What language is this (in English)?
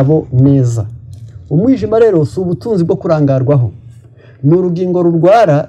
Kinyarwanda